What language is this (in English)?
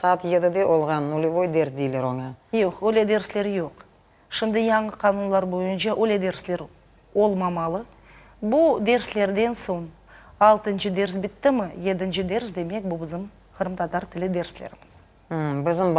Crimean Tatar